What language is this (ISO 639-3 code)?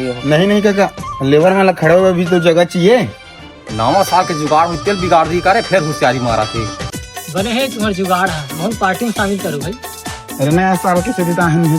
hne